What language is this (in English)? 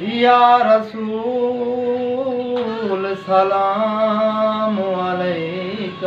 Saraiki